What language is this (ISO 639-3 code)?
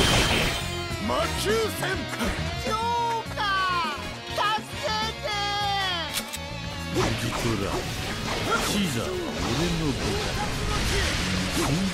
jpn